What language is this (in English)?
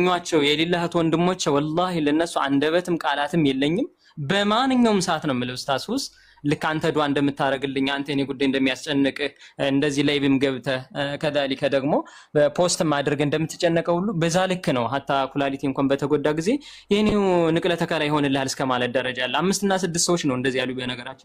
Amharic